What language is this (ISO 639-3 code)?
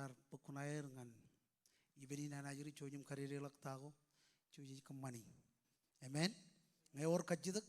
mah